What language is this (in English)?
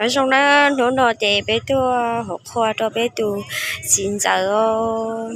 Hmong